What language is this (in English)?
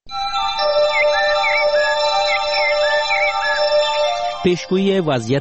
Persian